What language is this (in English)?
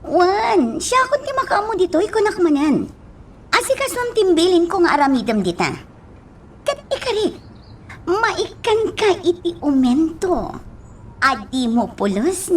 Iloko